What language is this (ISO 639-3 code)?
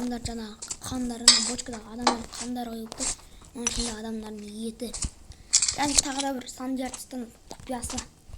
kaz